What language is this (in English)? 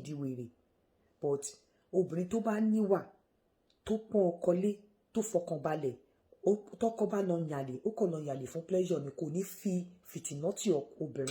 Yoruba